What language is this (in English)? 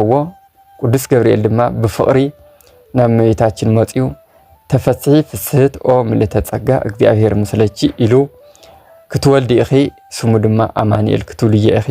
Tigrinya